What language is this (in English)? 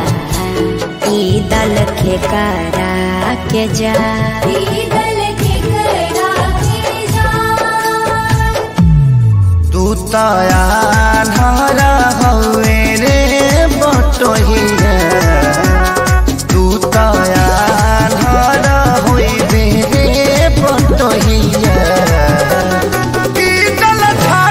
Bhojpuri